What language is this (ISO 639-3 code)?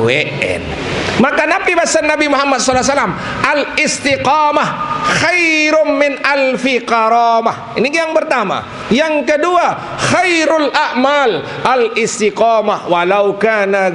sas